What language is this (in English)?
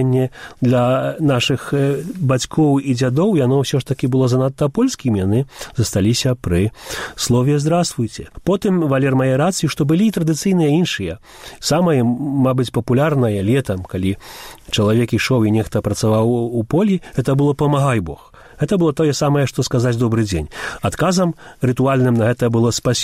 Belarusian